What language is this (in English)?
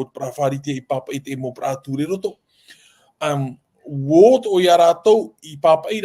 Tahitian